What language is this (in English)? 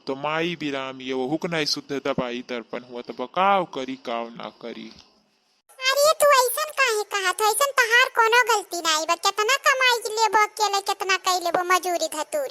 Awadhi